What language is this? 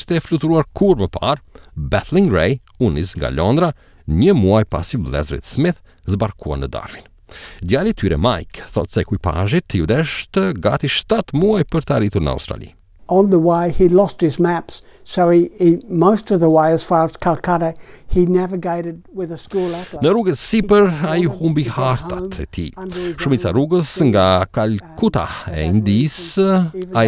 Albanian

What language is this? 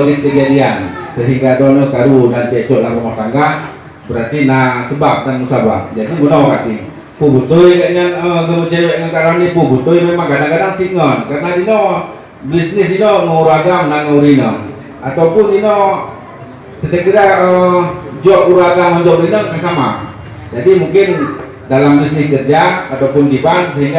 Achinese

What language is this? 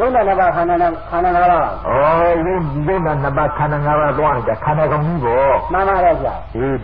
Burmese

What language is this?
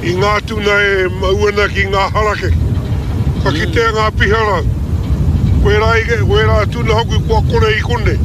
Māori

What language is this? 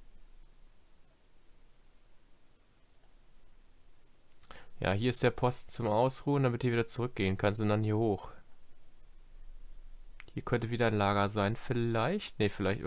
German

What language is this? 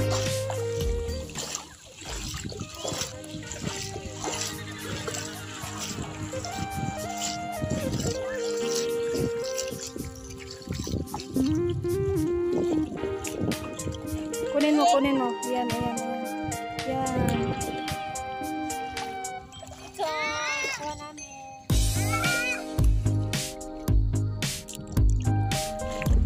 Filipino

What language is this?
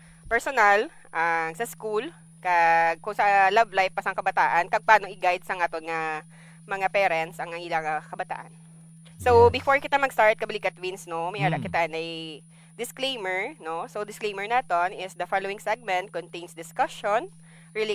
Hiligaynon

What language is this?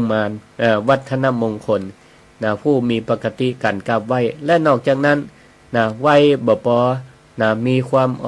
Northern Thai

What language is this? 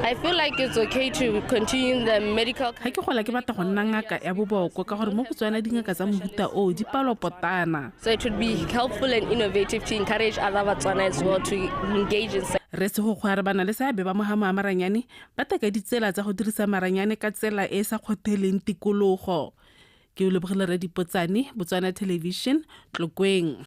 Tswana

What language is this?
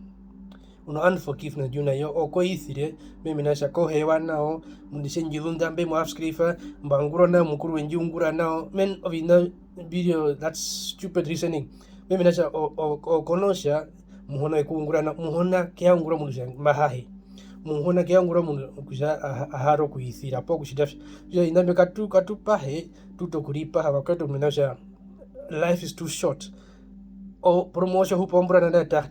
Herero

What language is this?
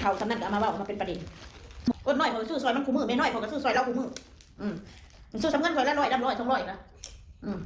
Northeastern Thai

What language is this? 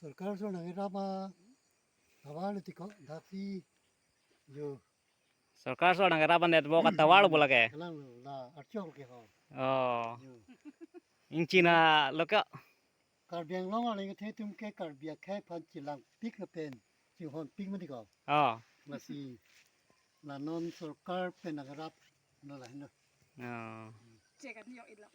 Karbi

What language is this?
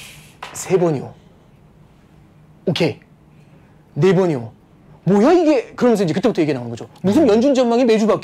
Korean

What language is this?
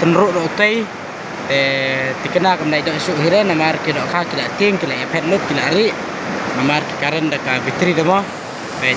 Khasi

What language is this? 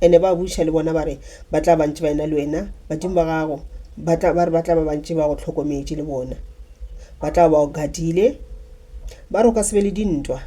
Northern Sotho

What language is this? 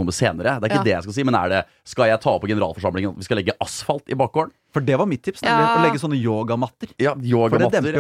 Norwegian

